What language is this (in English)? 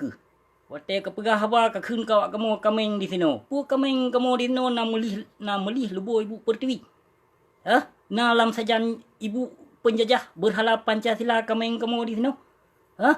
Achinese